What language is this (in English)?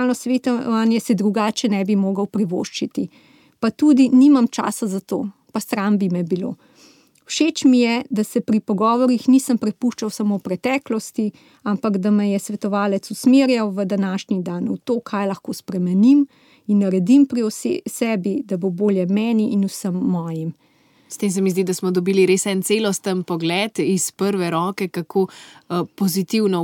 Slovenian